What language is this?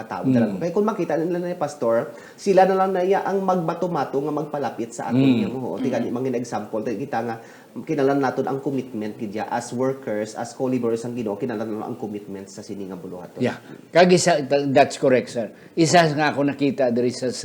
Hiligaynon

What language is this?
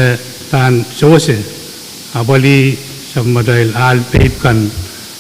Pohnpeian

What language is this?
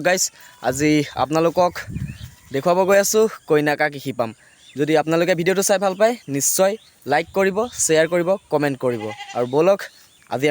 Assamese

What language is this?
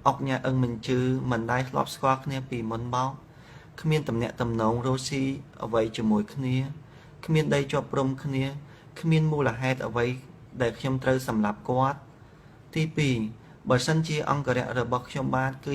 Khmer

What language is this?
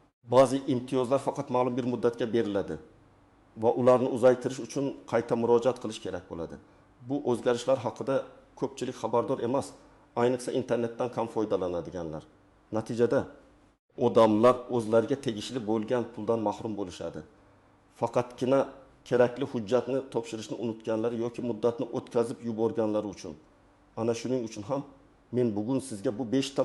Uzbek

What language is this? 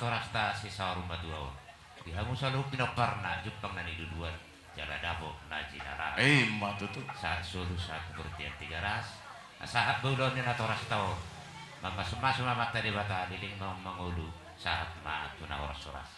Batak Toba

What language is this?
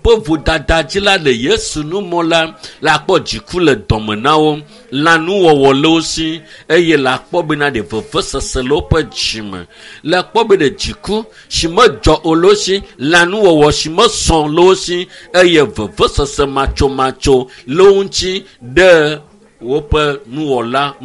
Ewe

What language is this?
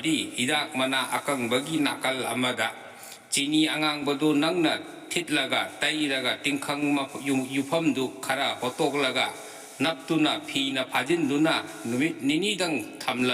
Manipuri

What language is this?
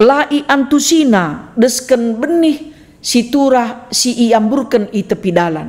Batak Karo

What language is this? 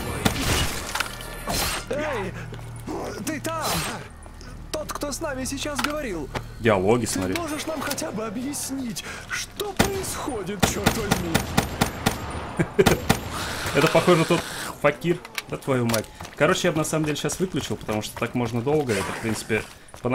Russian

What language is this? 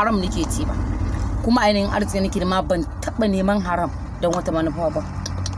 Hausa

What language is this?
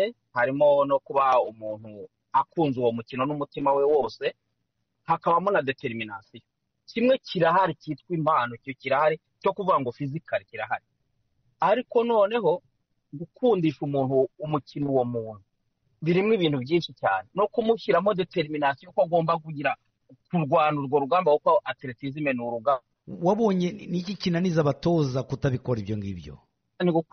Kinyarwanda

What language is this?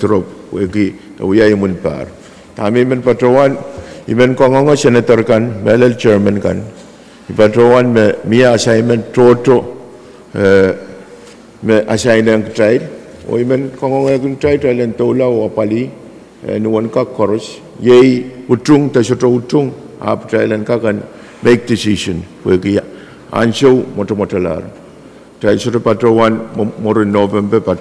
Pohnpeian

